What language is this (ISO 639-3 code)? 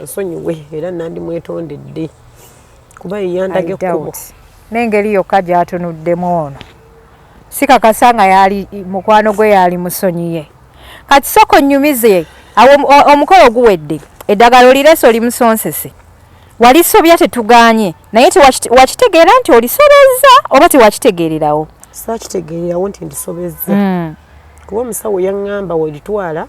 lug